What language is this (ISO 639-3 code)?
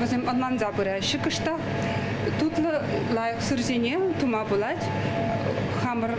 chv